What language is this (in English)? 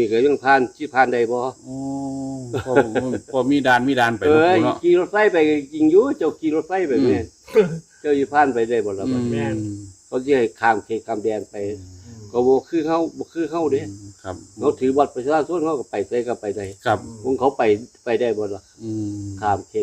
Northeastern Thai